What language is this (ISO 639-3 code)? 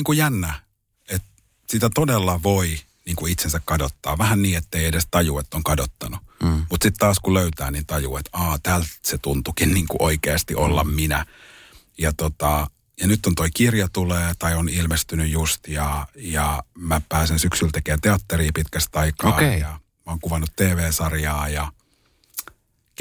fin